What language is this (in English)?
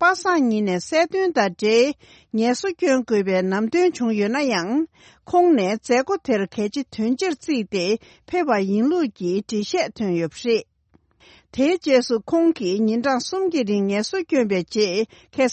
Tibetan